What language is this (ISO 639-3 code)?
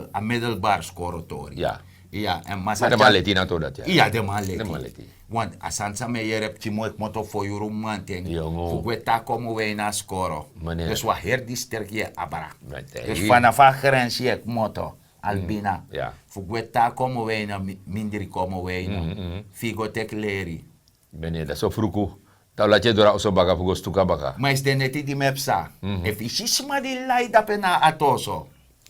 srn